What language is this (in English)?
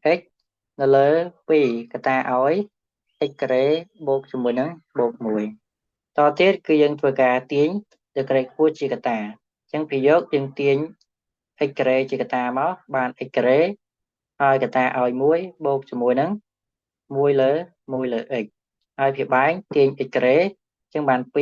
Khmer